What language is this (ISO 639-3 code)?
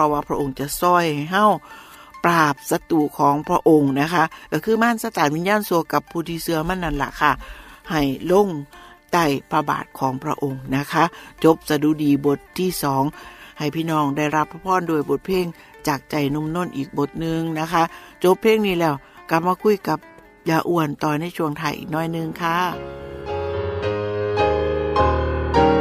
tha